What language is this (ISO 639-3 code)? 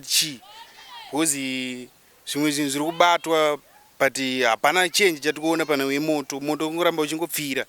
sna